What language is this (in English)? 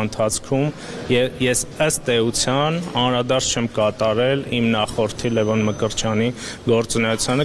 Armenian